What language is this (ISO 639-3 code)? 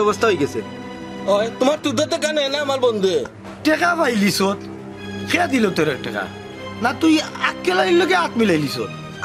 syl